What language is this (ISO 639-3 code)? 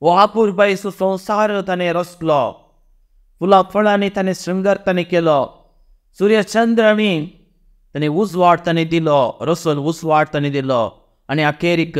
kok